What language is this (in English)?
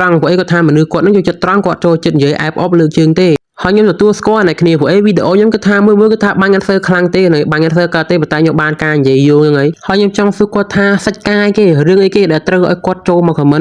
Khmer